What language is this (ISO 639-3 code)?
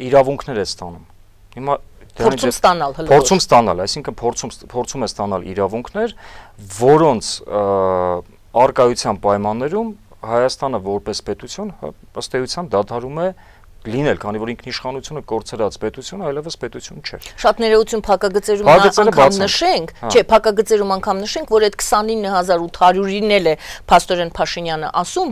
hye